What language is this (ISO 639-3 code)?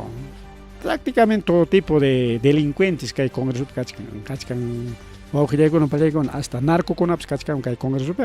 quy